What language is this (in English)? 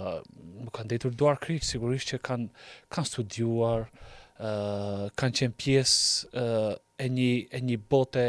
Albanian